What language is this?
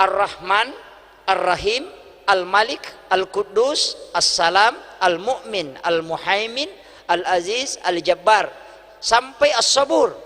Buginese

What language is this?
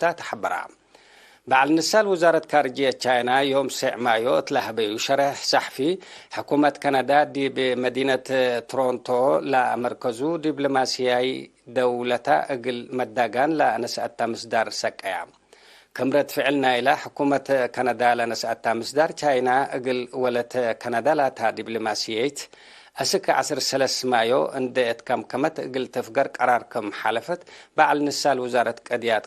Tigre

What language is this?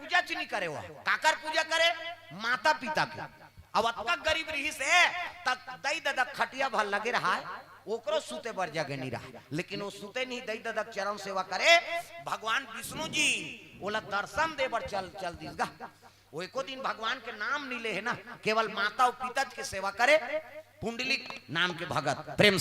Chhattisgarhi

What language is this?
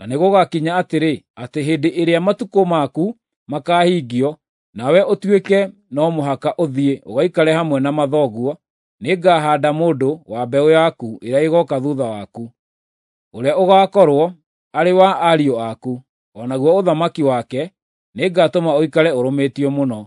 Kikuyu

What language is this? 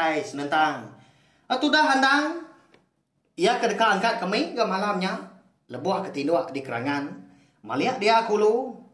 Iban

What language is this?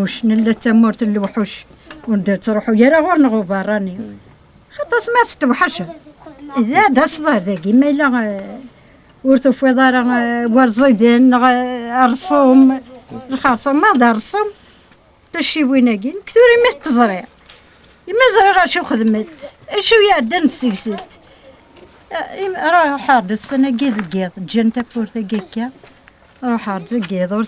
Kabyle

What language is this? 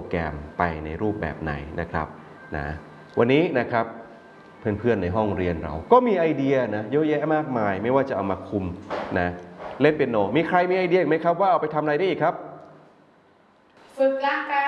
Thai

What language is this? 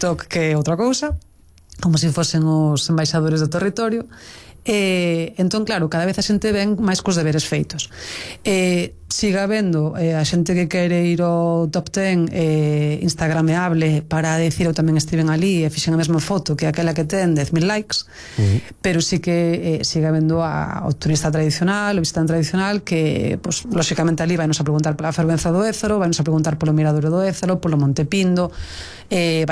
Galician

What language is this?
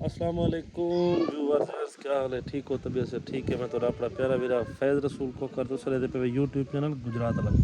Saraiki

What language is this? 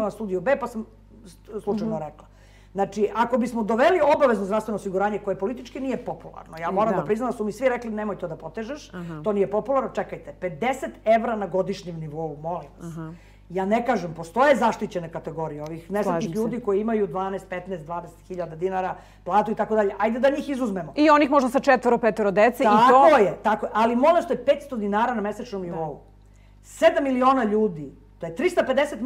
Serbian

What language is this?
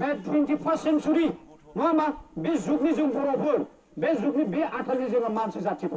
Bodo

